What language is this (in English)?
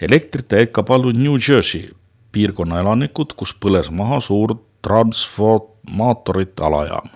Estonian